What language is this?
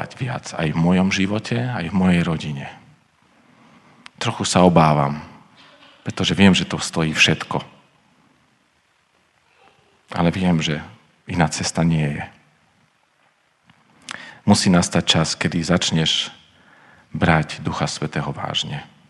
Slovak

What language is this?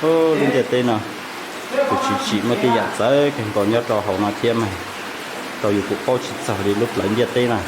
Hmong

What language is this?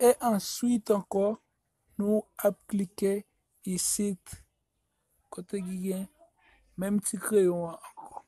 Haitian Creole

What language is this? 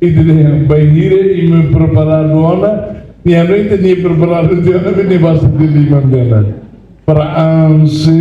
Tetum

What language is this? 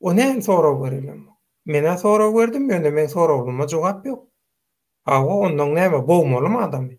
Turkmen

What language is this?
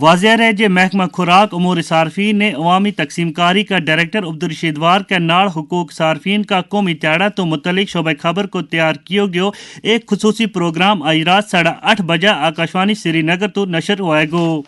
Gujari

